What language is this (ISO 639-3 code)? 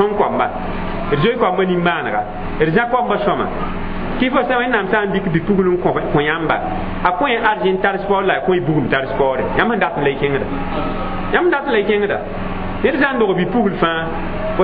mos